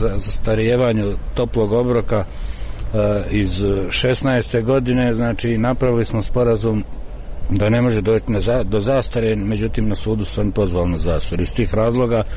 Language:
Croatian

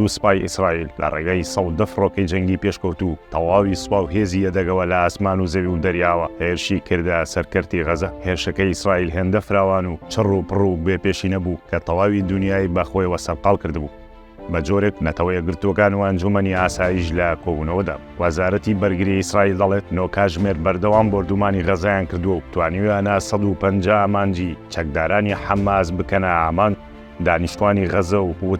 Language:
Central Kurdish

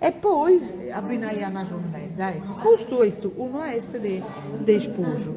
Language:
Sardinian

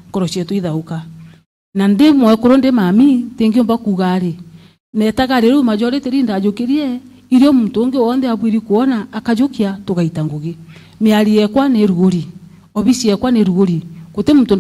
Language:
Meru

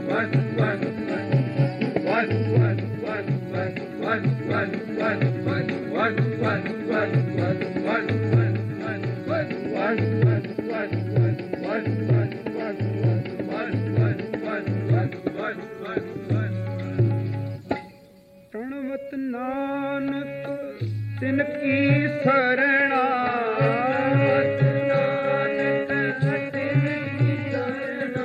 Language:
Punjabi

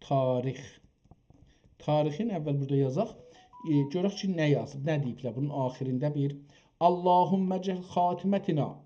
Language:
South Azerbaijani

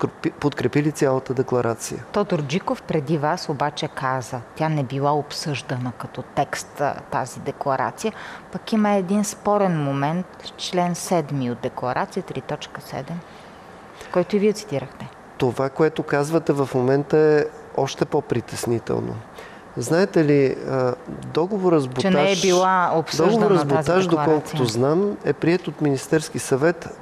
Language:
Bulgarian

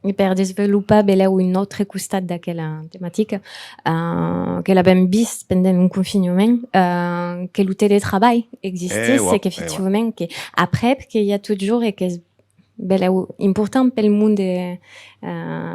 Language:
Occitan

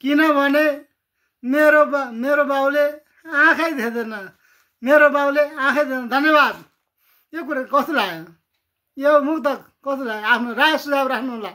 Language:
Nepali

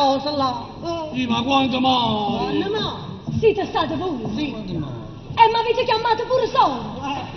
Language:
Neapolitan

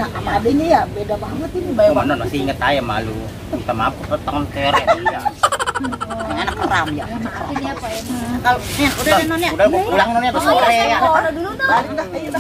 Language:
Betawi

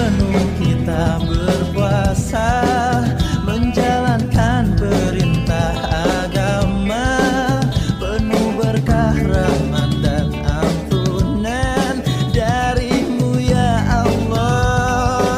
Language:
Indonesian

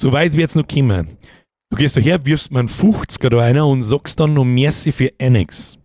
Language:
Bavarian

